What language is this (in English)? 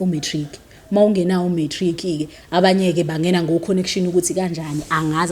Zulu